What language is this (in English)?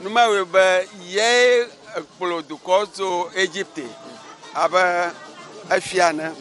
Ewe